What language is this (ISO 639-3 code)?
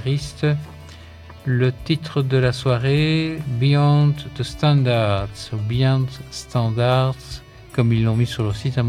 fra